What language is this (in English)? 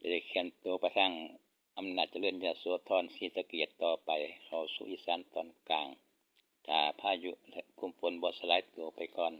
Northeastern Thai